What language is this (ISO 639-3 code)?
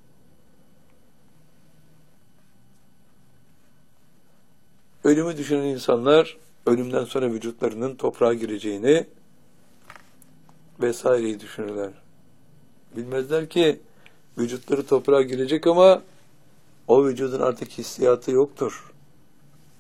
tur